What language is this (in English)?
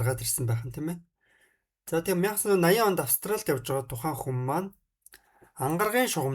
Mongolian